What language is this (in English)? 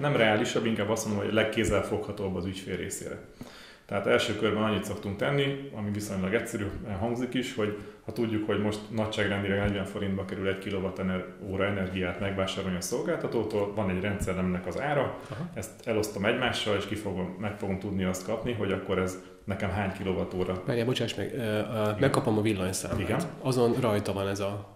Hungarian